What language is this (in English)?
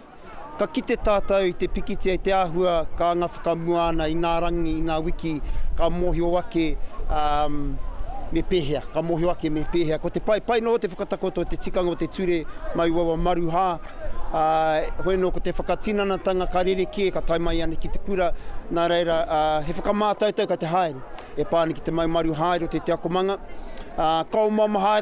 Māori